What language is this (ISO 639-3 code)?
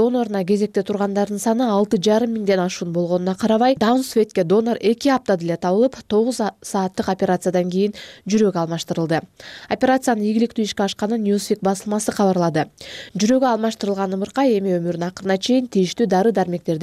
kir